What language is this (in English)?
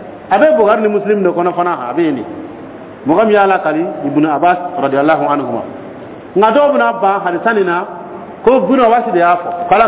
Dyula